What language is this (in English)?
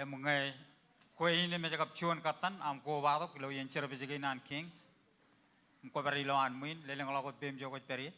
Marshallese